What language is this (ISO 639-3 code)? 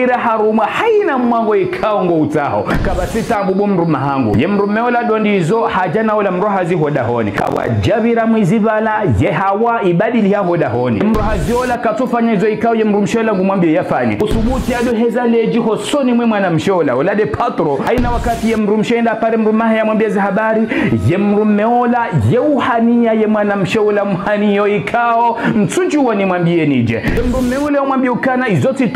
zdj